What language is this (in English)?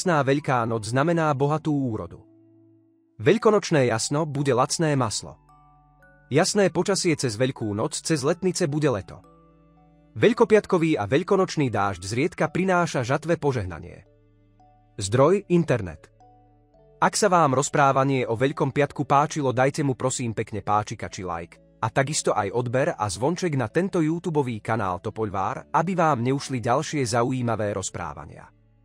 Slovak